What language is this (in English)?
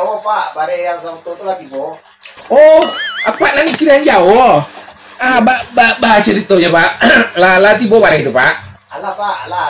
Minangkabau